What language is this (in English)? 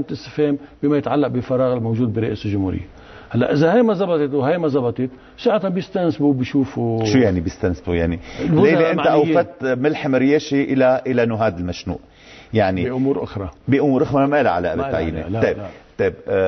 North Levantine Arabic